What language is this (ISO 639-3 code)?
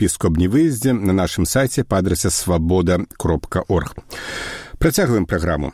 bel